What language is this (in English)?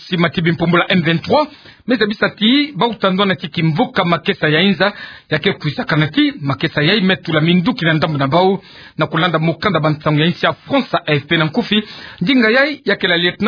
Kituba (Democratic Republic of Congo)